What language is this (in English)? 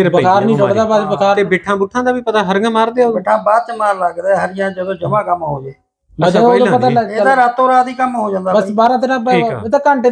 Punjabi